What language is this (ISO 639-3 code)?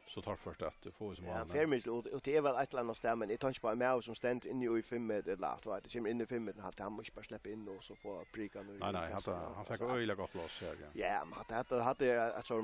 fao